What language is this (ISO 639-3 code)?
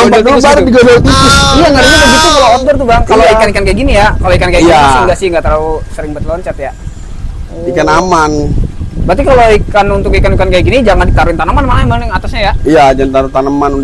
ind